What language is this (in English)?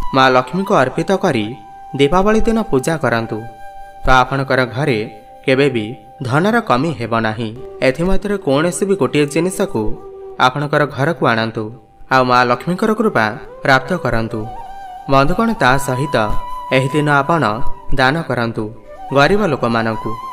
Odia